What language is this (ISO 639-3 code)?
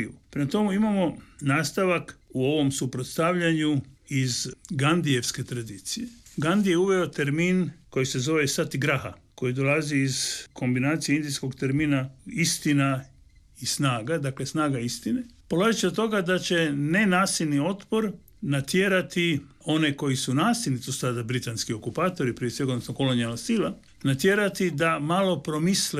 hrv